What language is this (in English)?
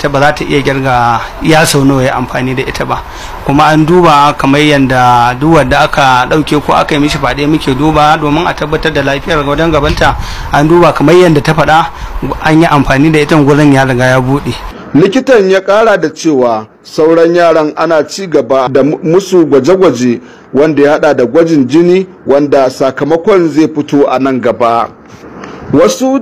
Hausa